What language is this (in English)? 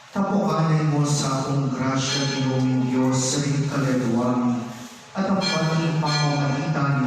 Pampanga